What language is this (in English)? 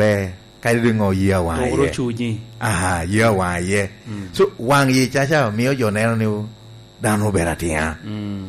Lango (Uganda)